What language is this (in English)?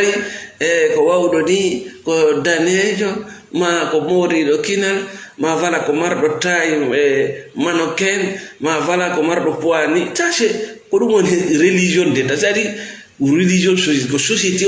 Fula